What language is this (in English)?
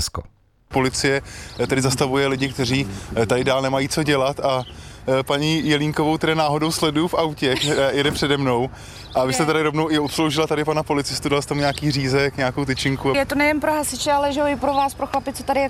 Czech